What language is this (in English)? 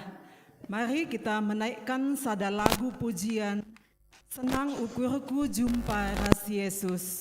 Batak Karo